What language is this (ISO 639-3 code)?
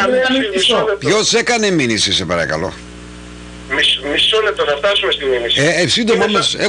ell